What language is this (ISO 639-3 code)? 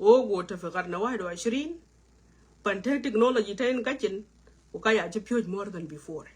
nus